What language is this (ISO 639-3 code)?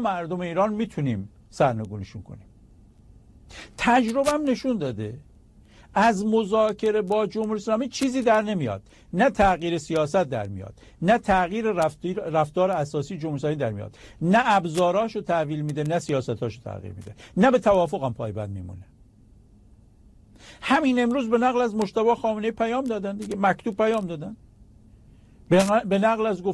fas